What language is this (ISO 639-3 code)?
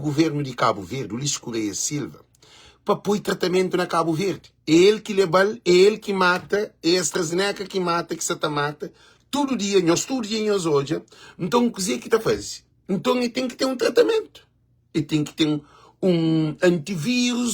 kea